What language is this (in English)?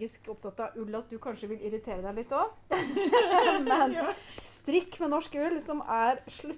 Norwegian